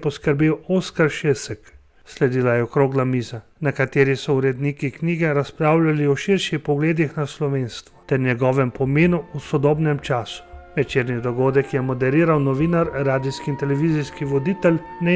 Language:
Slovenian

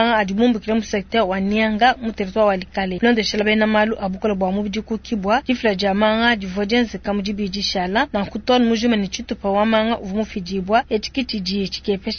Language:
Luba-Lulua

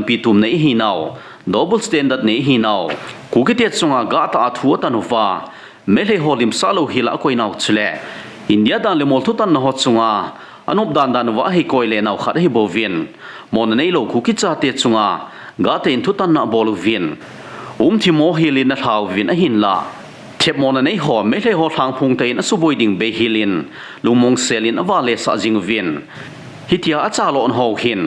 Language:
Thado Chin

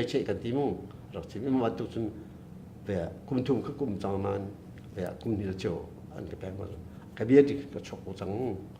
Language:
Hakha Chin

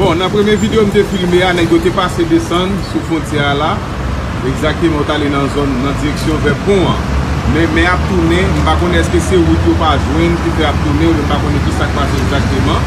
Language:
Haitian Creole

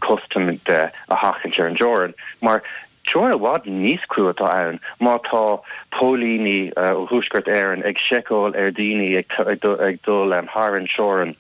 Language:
Irish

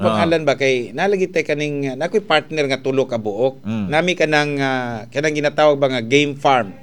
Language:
Cebuano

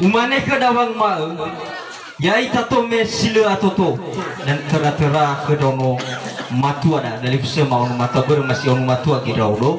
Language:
Nias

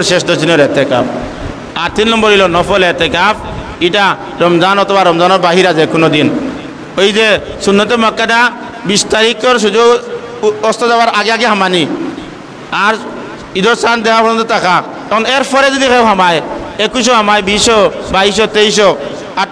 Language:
Sylheti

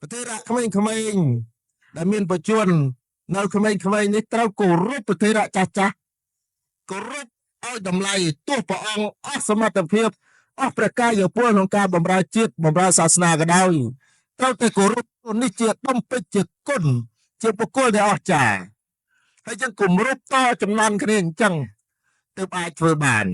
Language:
Khmer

